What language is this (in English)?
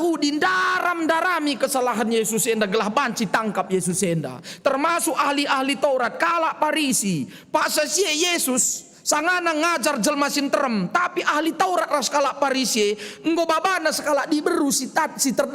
Batak Karo